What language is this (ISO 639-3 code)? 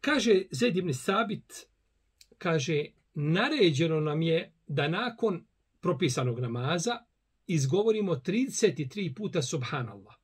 bos